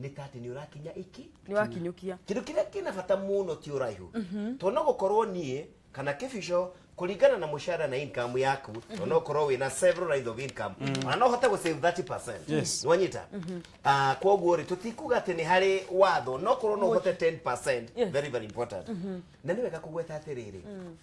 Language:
Kikuyu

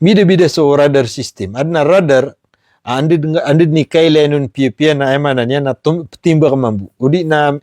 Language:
Maranao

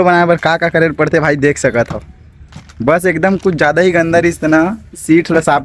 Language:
Chhattisgarhi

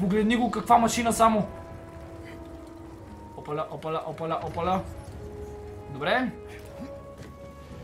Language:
Bulgarian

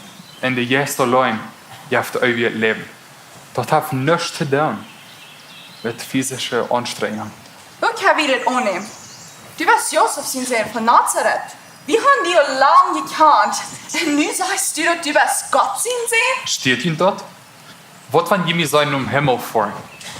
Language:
Plautdietsch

